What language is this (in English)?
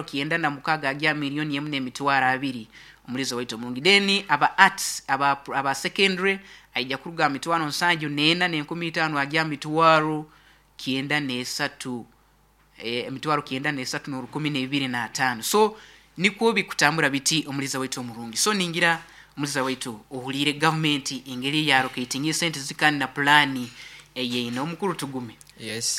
Nyoro